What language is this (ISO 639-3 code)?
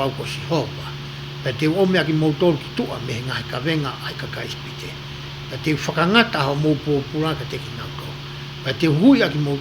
ton